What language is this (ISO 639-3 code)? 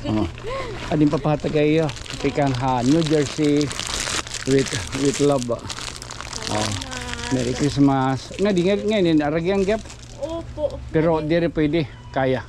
war